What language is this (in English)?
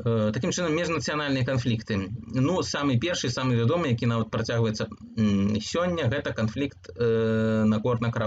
Belarusian